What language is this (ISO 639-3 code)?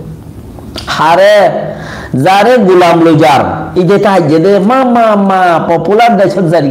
rhg